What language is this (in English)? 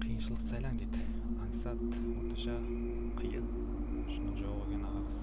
Kara-Kalpak